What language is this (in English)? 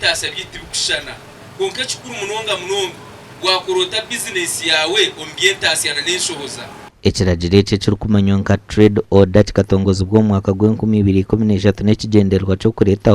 Nyankole